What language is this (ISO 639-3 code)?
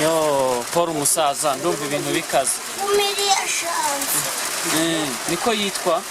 kin